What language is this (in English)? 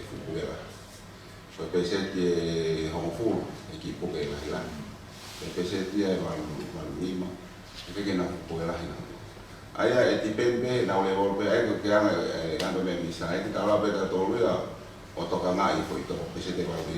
Tongan